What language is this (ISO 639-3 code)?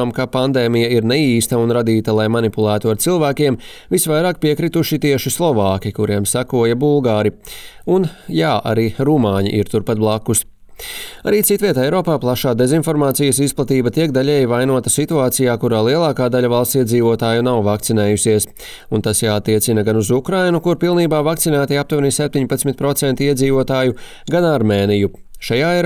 lav